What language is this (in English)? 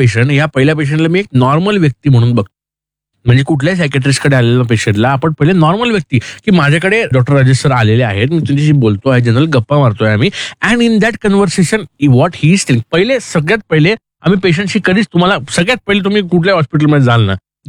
Marathi